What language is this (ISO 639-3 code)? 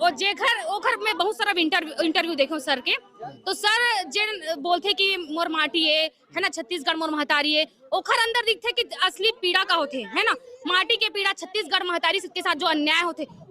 hne